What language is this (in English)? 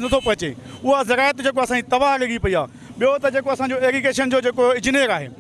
Sindhi